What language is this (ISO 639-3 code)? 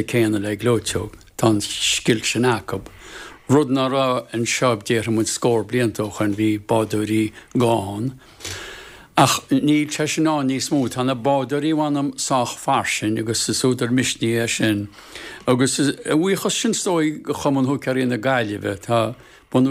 gle